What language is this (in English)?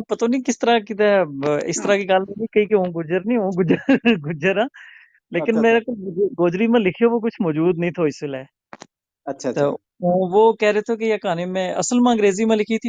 Gujari